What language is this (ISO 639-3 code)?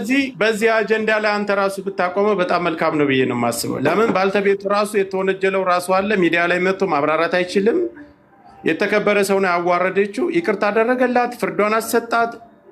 amh